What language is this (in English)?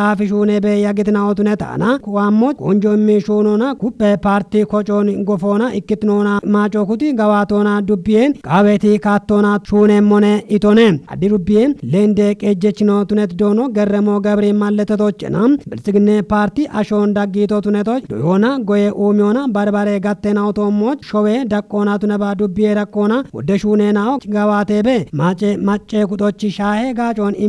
Kafa